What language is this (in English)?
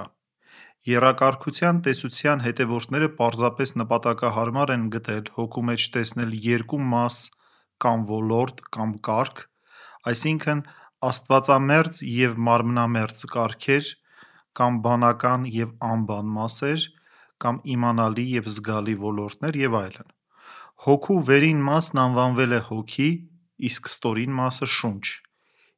Armenian